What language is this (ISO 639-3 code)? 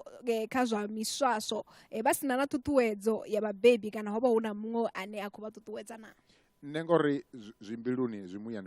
ven